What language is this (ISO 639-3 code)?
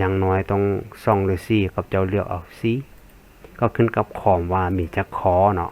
lao